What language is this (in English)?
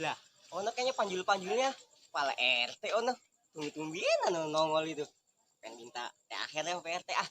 Betawi